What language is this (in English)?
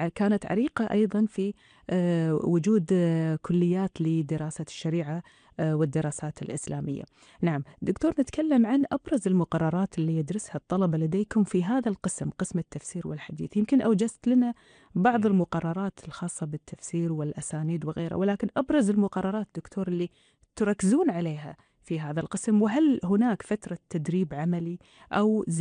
Gulf Arabic